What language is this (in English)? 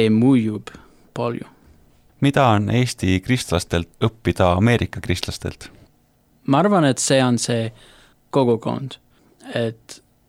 Estonian